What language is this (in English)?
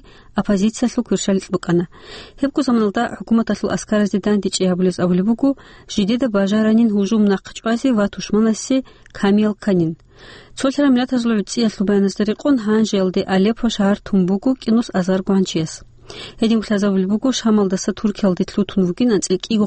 Avaric